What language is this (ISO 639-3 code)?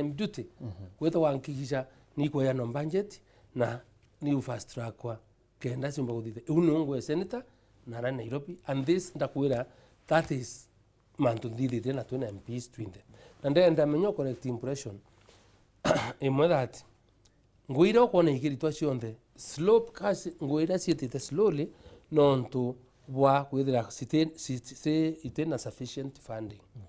mer